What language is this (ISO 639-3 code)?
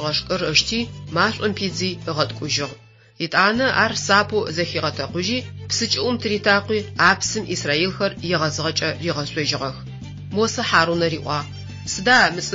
ady